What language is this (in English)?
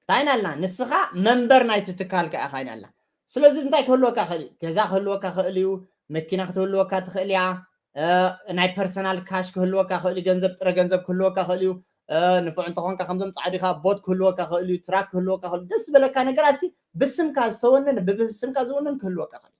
Tigrinya